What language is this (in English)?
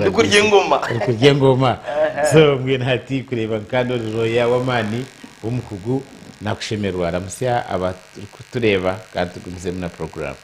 Nyankole